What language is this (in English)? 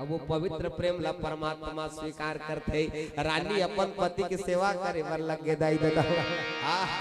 Chhattisgarhi